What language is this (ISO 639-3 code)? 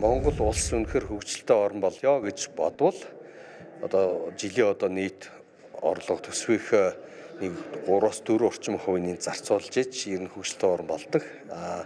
mon